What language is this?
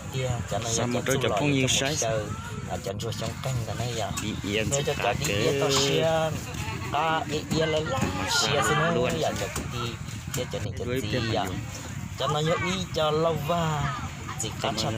Hmong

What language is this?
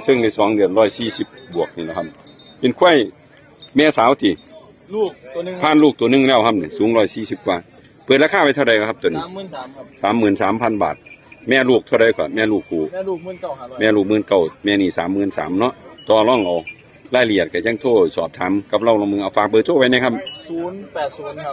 Northeastern Thai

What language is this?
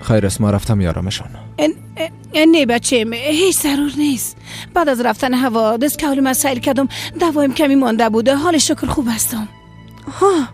Persian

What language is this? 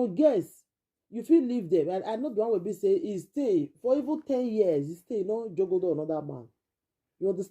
Nigerian Pidgin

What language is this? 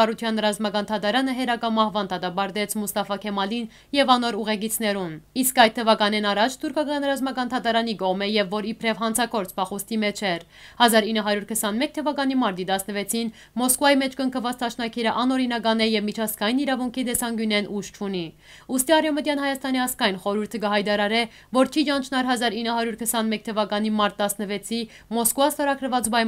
Western Armenian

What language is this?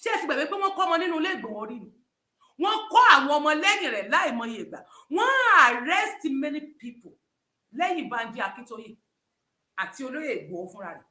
Yoruba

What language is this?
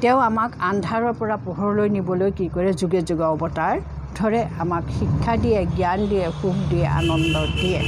Assamese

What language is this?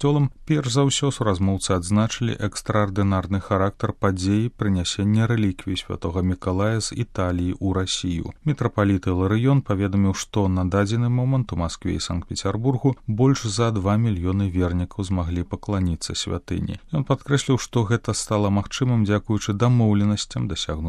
Belarusian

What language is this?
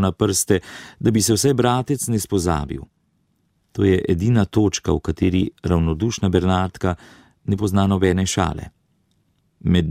Slovenian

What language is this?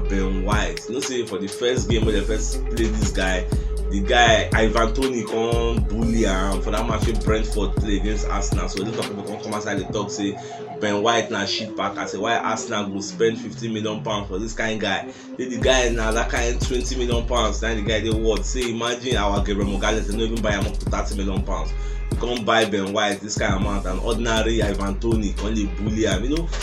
Nigerian Pidgin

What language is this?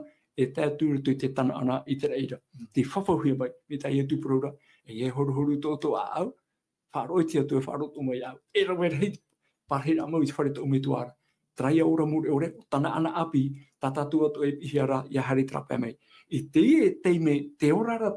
Tahitian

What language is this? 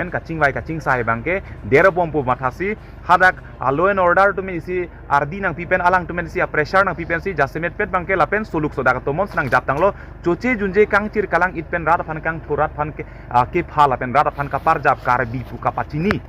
Karbi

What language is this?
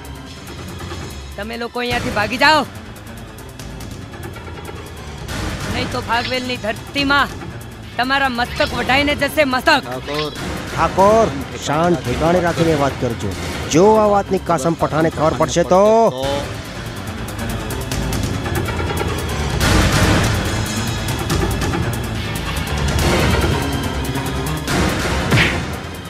Gujarati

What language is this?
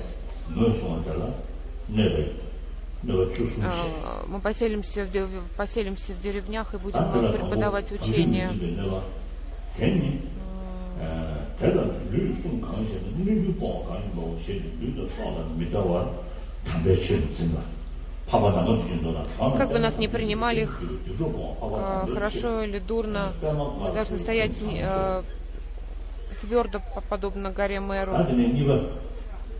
Russian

